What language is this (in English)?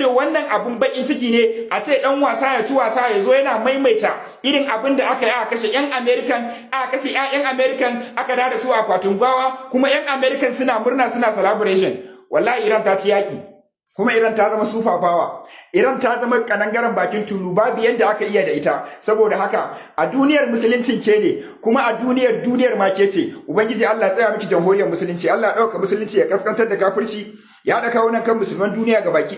Hausa